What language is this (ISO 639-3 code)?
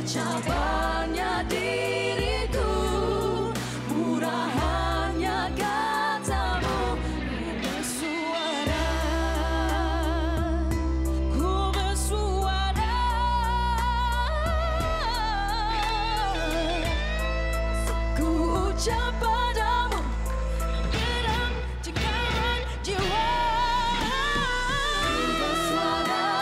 msa